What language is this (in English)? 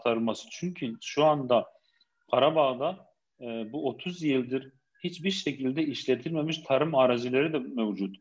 Turkish